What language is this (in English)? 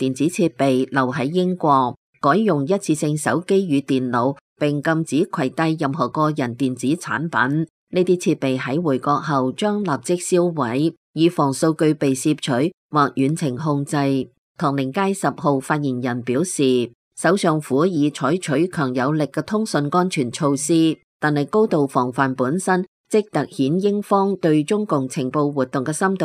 Cantonese